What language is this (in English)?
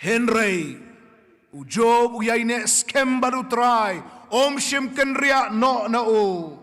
Khasi